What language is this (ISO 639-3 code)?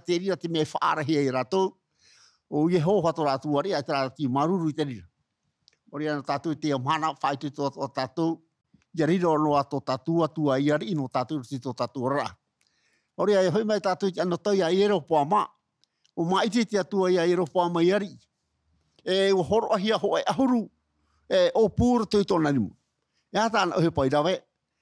tah